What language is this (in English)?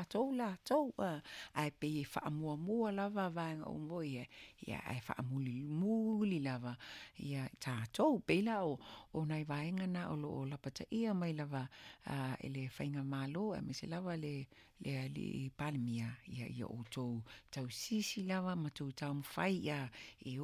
Samoan